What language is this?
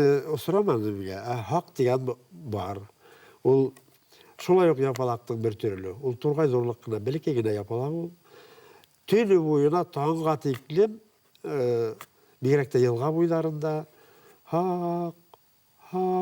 Bashkir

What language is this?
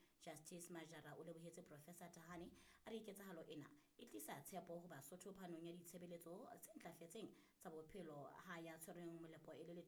Southern Sotho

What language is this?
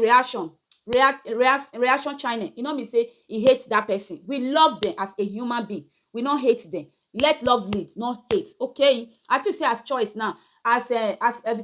Nigerian Pidgin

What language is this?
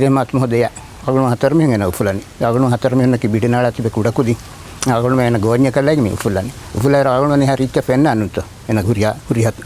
Divehi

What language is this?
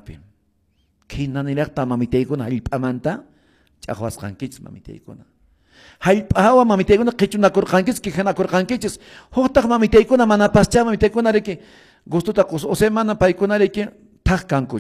Quechua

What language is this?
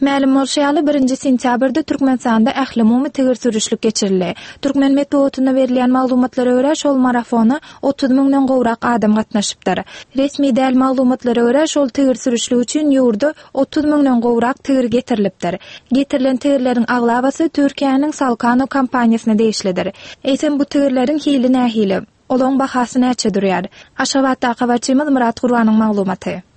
Turkmen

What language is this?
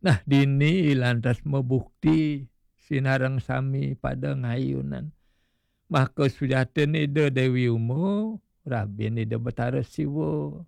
Balinese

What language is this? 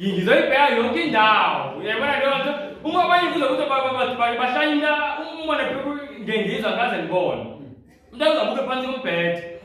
Zulu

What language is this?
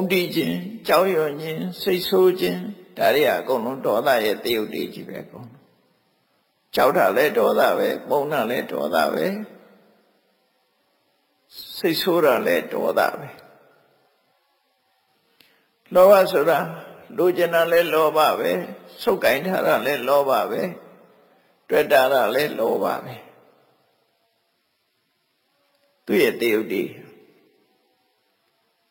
Burmese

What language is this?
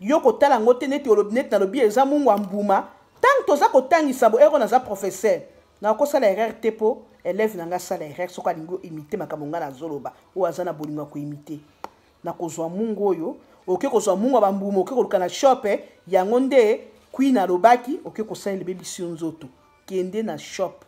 Lingala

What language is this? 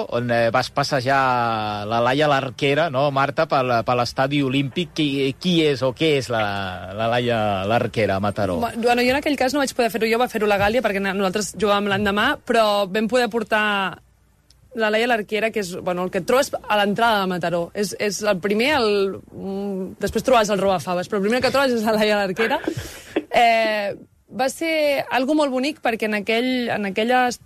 Catalan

